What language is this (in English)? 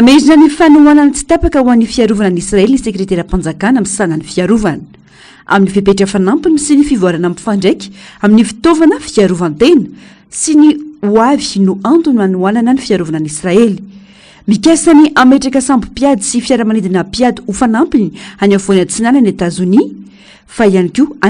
Malagasy